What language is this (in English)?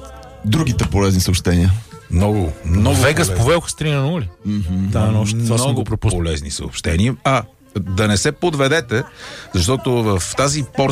Bulgarian